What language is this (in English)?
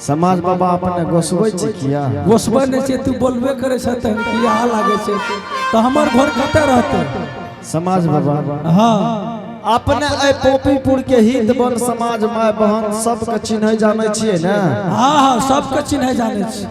Angika